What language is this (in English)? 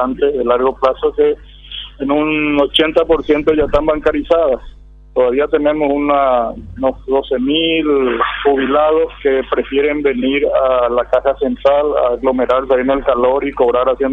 Spanish